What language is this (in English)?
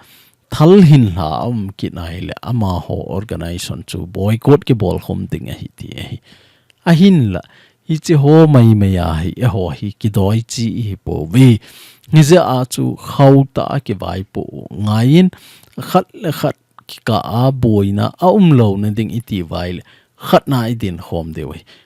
Thado Chin